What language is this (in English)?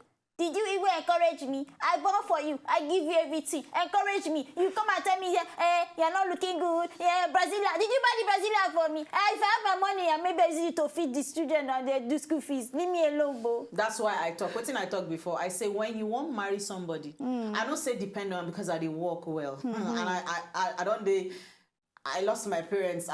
Nigerian Pidgin